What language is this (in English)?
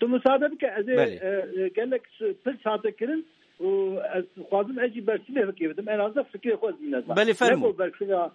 Kurdish